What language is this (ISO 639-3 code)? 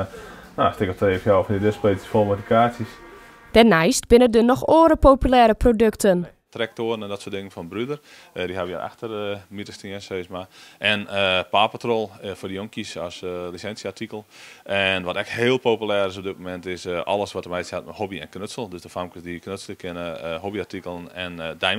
fry